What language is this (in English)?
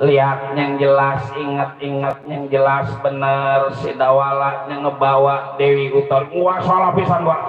Betawi